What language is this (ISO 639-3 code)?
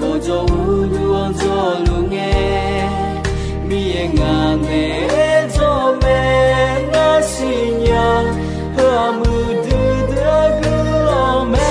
ahk